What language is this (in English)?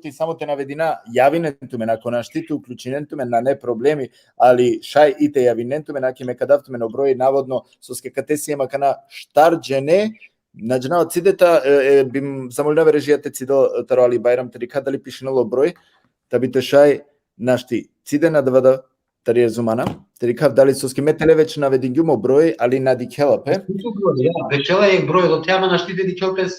Balkan Romani